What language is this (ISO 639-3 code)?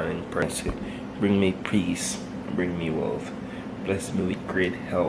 jam